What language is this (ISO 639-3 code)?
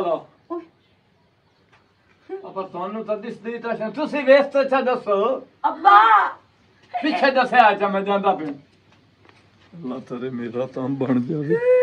pan